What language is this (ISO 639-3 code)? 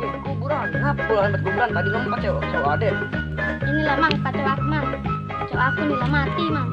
mui